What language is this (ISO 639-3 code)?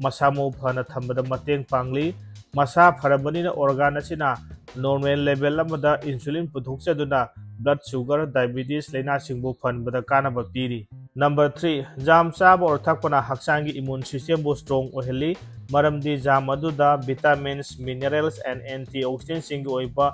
mni